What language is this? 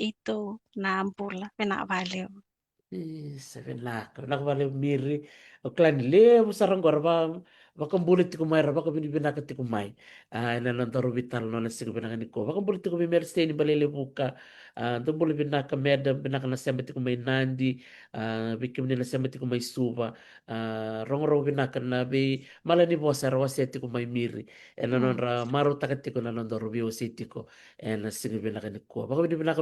Fijian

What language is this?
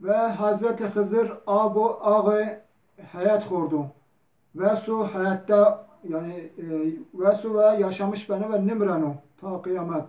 Zaza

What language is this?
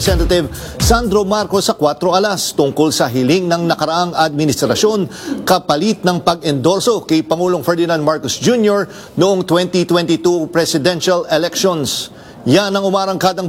Filipino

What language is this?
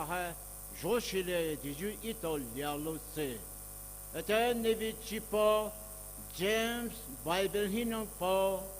Poumei Naga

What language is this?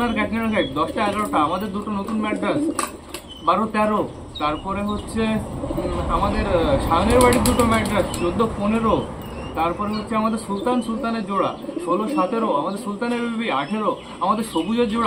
Bangla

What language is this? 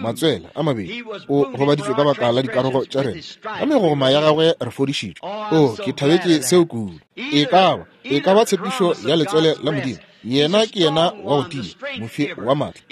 Northern Sotho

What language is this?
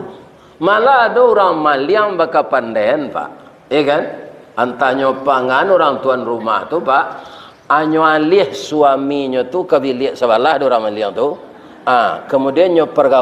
Minangkabau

